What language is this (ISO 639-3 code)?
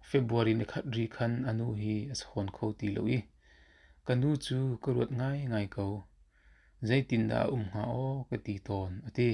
cnh